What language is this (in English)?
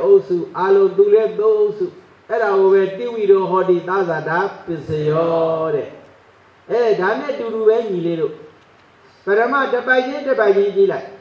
Burmese